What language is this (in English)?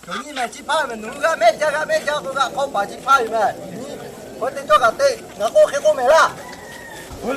Lahu